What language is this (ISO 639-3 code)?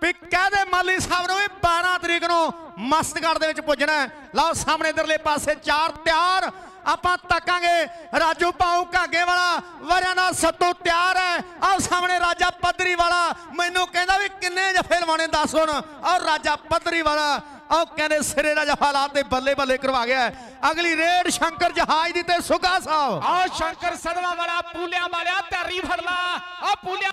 pan